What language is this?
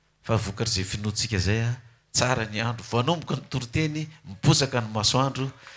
Malagasy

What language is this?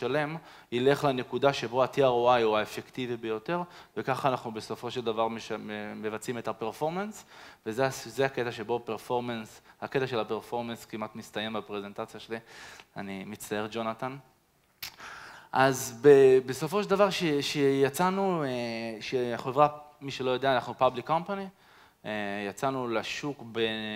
Hebrew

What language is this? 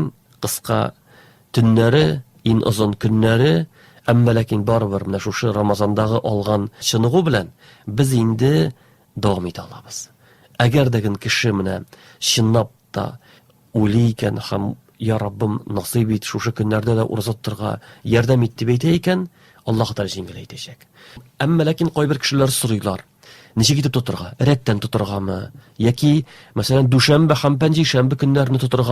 Tatar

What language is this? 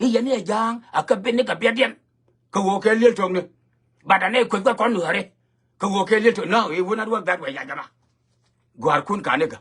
Nuer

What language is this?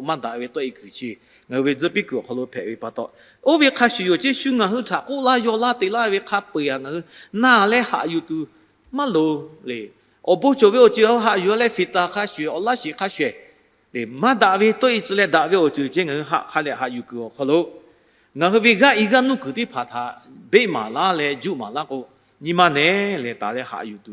Lahu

